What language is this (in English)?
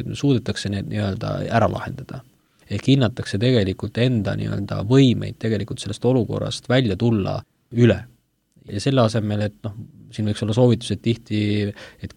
Estonian